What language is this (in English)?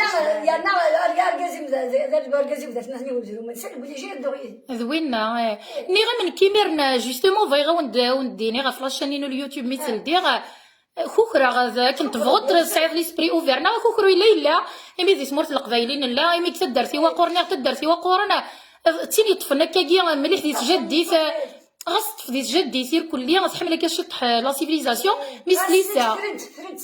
Kabyle